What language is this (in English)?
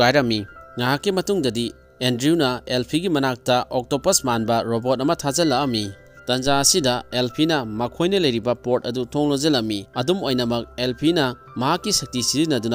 Manipuri